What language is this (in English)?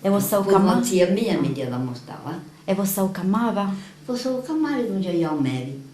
Sardinian